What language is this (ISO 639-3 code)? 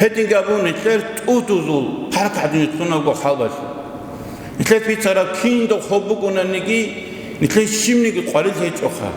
ava